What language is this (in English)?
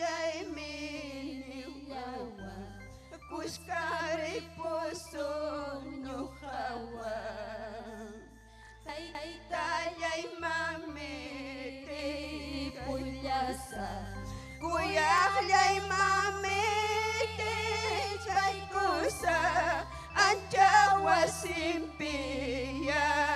Ayacucho Quechua